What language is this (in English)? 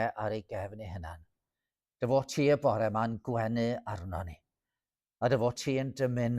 Welsh